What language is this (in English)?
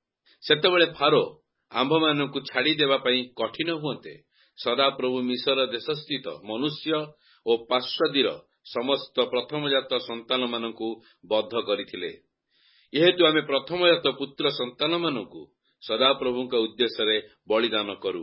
Odia